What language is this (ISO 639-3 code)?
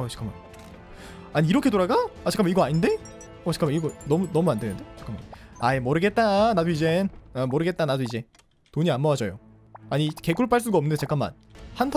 kor